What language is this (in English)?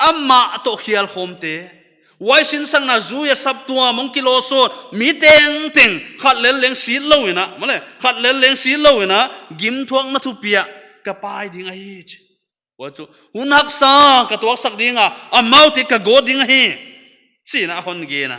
Paite Chin